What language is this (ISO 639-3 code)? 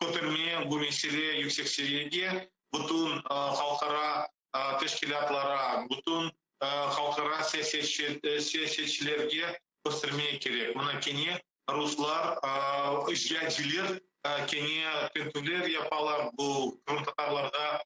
crh